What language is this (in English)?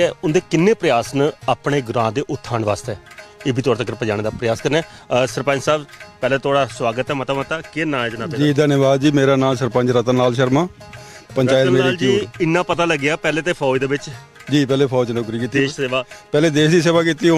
Dogri